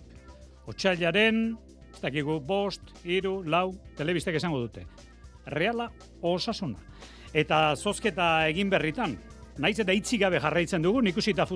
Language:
Basque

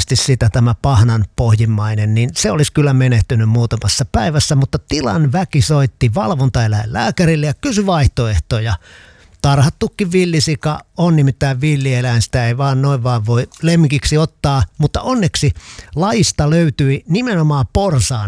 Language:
Finnish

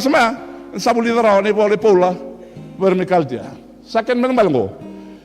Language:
Fijian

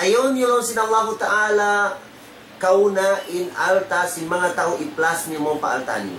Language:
Tausug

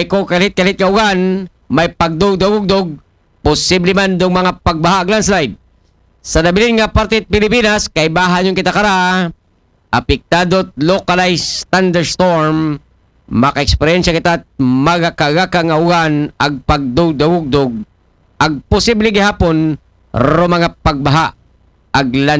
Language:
Aklanon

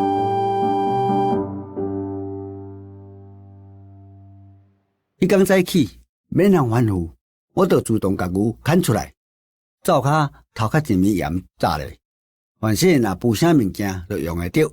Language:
Min Nan Chinese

